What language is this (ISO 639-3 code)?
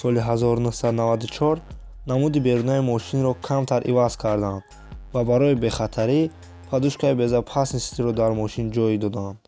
tgk